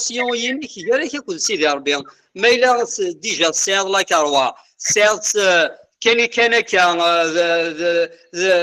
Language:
Kabyle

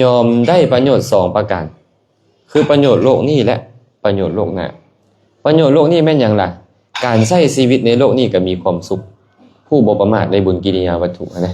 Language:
Lao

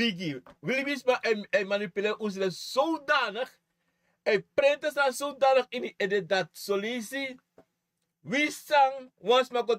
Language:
Sranan Tongo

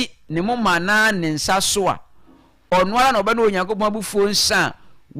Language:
Akan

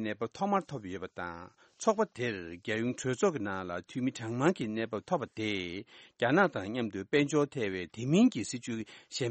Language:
Tibetan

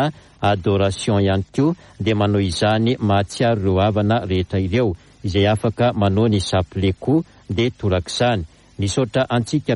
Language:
Malagasy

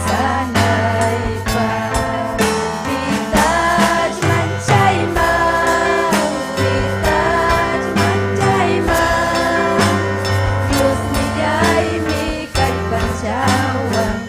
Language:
Ayacucho Quechua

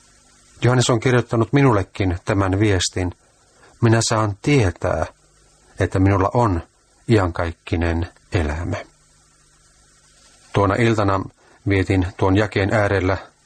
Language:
Finnish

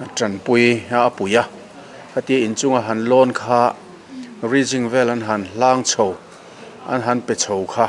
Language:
Mizo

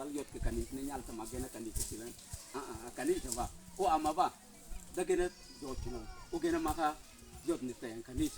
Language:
Mabaan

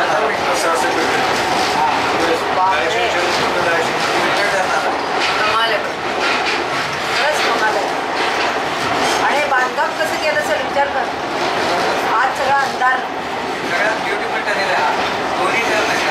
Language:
Marathi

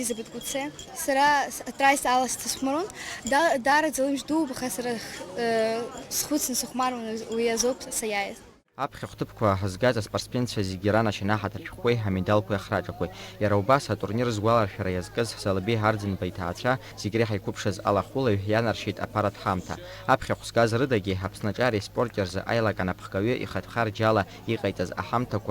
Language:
Abkhazian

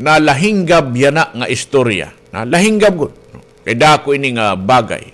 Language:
Waray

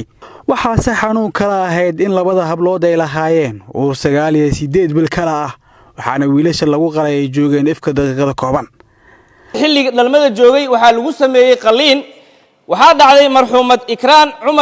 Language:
Somali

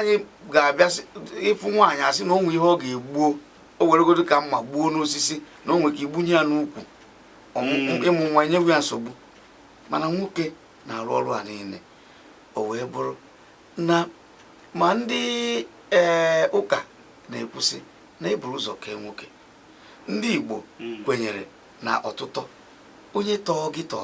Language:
Igbo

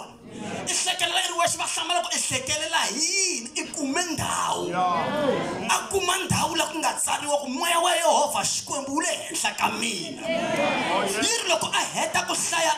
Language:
Tsonga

